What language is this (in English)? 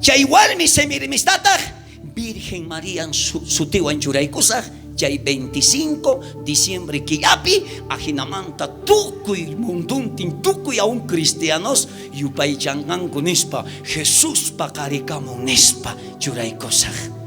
South Bolivian Quechua